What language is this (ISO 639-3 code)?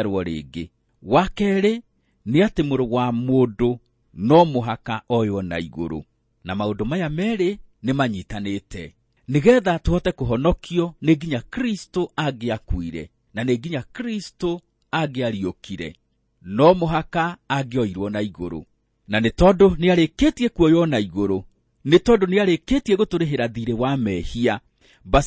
kik